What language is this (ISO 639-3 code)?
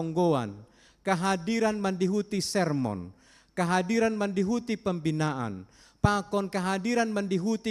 bts